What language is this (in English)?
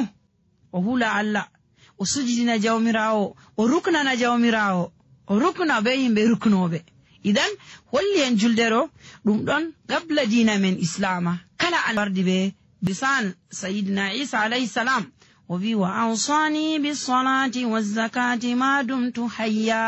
Nigerian Fulfulde